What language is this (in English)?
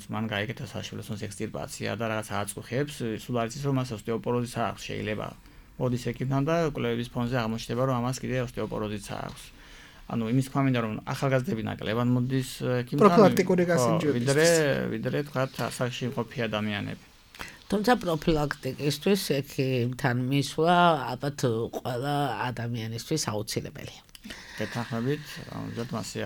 Georgian